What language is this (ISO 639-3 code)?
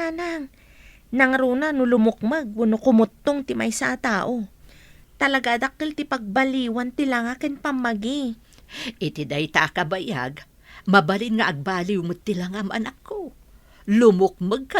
ilo